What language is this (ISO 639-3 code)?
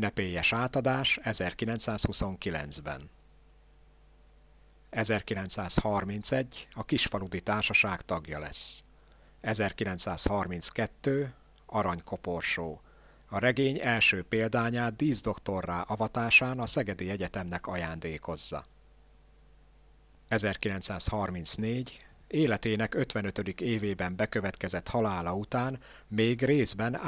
hun